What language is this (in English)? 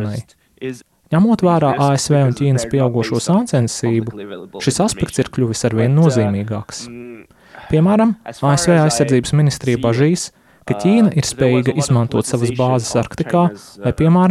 Latvian